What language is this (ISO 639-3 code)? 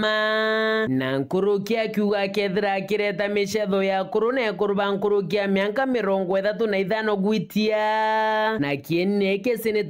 mer